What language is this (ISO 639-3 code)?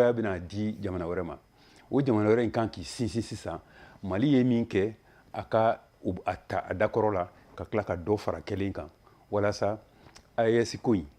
bam